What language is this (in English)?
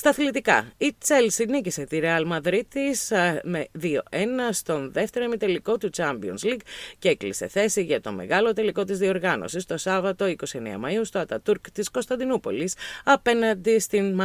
Greek